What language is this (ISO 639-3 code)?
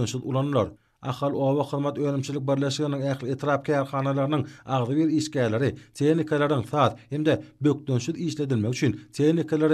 tuk